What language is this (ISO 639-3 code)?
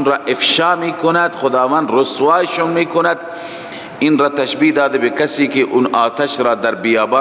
fas